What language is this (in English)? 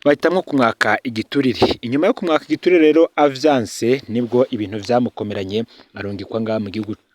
Rundi